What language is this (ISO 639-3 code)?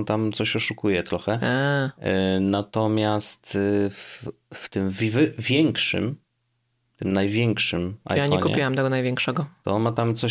pol